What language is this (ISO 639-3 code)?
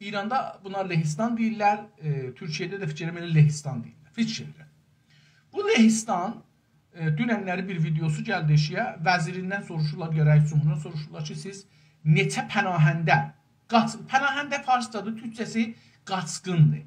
azb